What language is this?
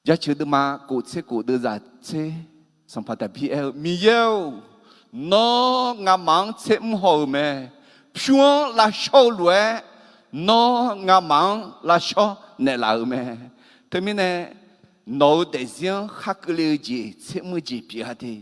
Akha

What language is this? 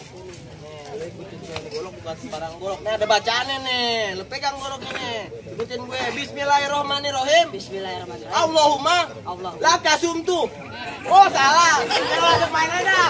Betawi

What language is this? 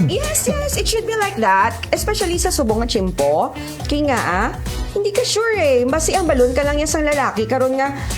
Hiligaynon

